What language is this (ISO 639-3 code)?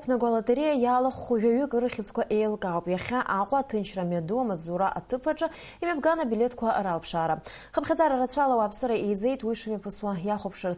abk